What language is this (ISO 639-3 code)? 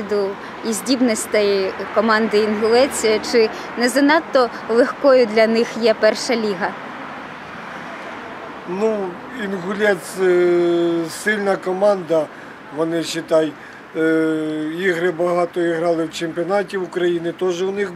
ukr